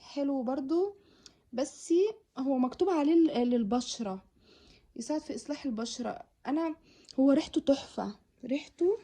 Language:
Egyptian Arabic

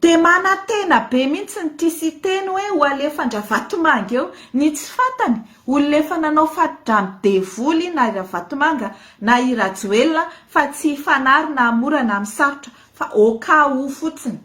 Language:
Malagasy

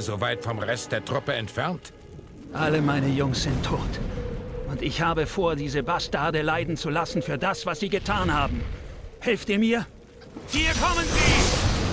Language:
Swiss German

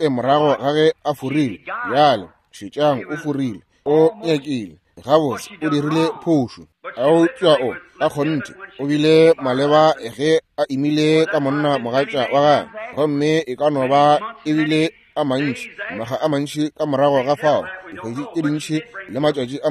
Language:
Northern Sotho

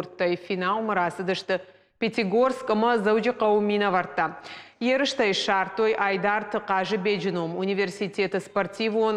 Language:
Ossetic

